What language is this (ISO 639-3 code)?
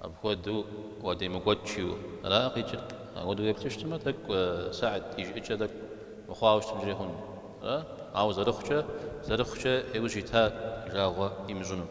kbd